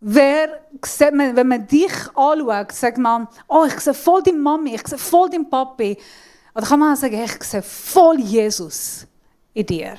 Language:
Swiss German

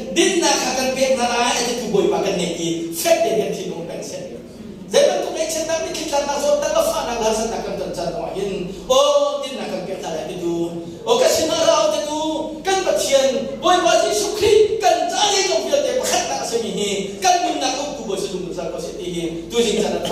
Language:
Hakha Chin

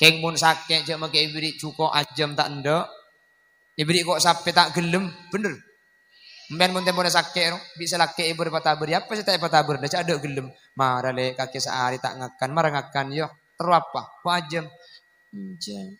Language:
Madurese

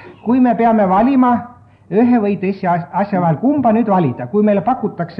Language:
Estonian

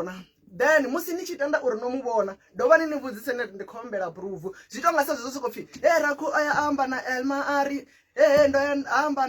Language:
Venda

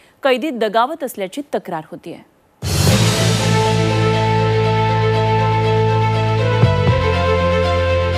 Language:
Marathi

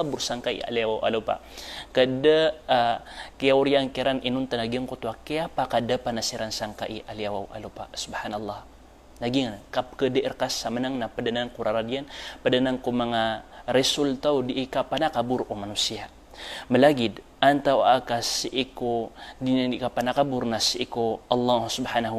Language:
Maranao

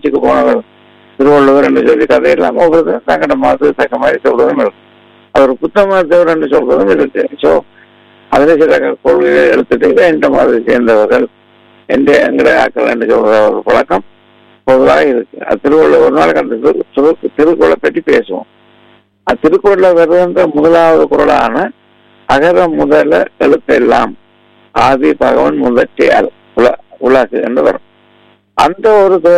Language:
Tamil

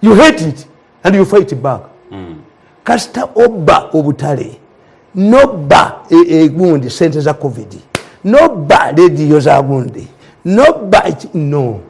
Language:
Ganda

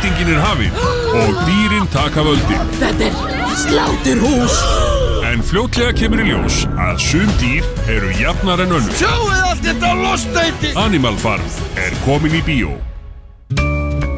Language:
Icelandic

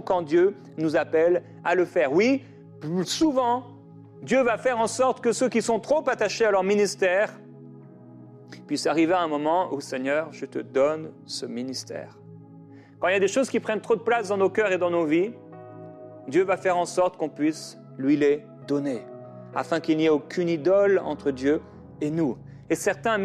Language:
French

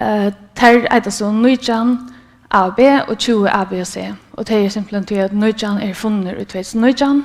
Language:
Faroese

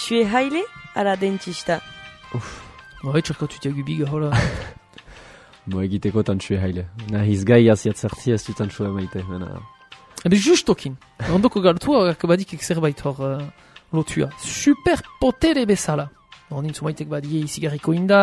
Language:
Basque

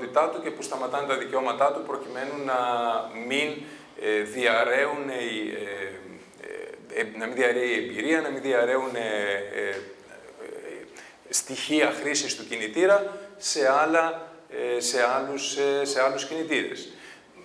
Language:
Greek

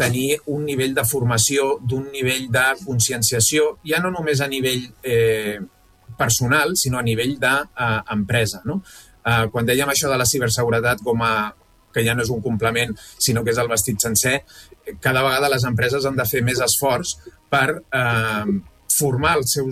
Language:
Catalan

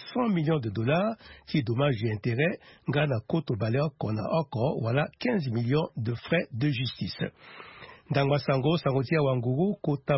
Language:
Sango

